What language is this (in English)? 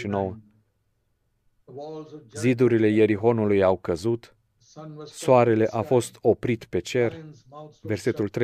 Romanian